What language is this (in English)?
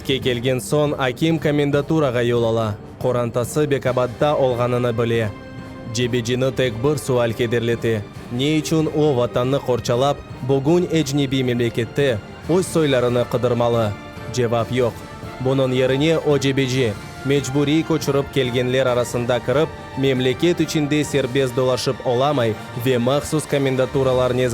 Crimean Tatar